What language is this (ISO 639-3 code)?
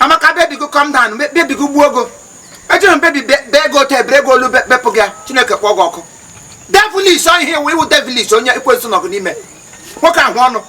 ibo